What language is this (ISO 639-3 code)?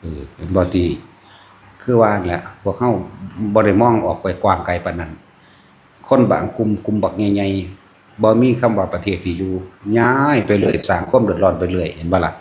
lao